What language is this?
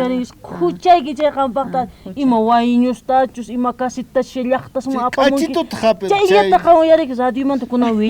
South Bolivian Quechua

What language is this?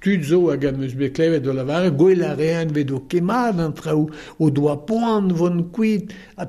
Breton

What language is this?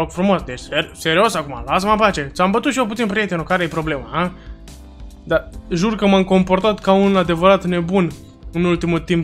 Romanian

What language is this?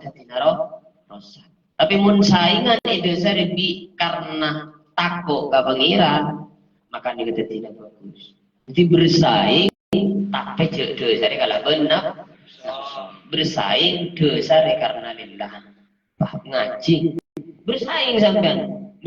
Madurese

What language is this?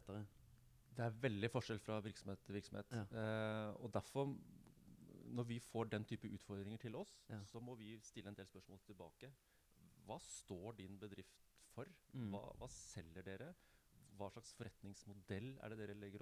Norwegian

